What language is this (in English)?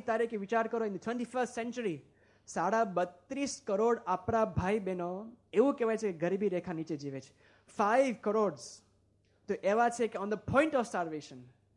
Gujarati